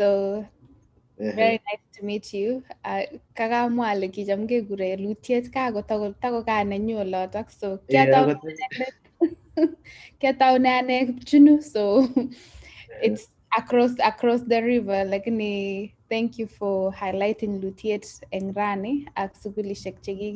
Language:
Kalenjin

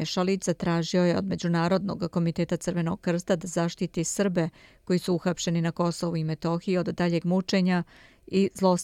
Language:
Serbian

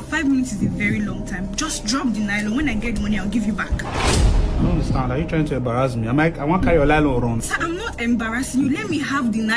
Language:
Nigerian Pidgin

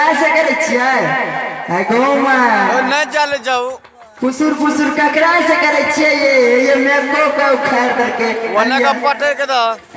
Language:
Maithili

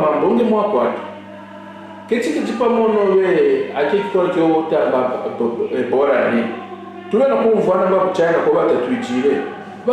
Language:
Kaonde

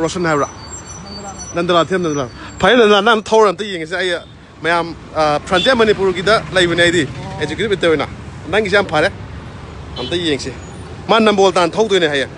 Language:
Manipuri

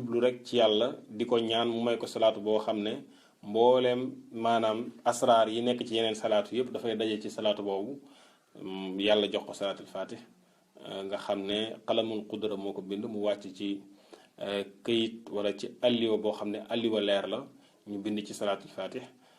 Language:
Wolof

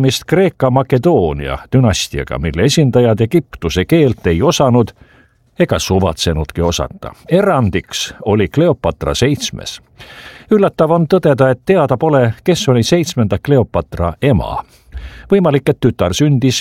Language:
Estonian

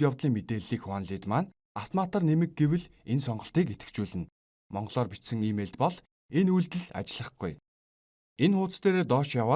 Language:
Mongolian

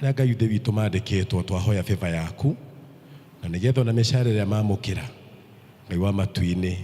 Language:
Kikuyu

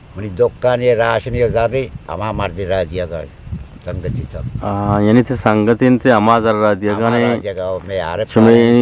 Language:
Eastern Balochi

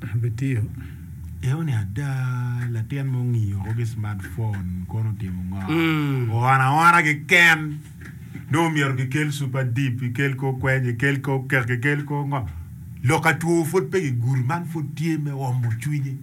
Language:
Acoli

